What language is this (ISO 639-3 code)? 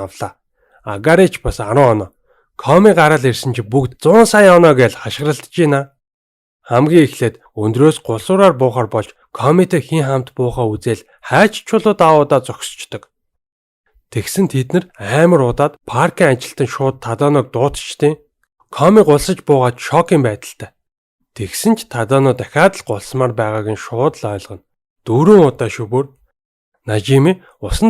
mon